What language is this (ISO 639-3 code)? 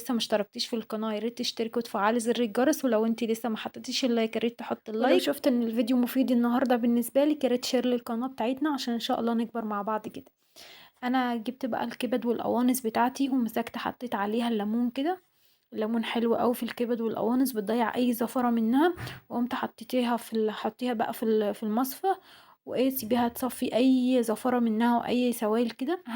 arz